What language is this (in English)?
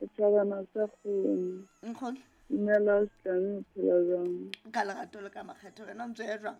Southern Sotho